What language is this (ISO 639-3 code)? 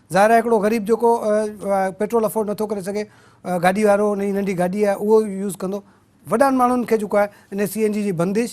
snd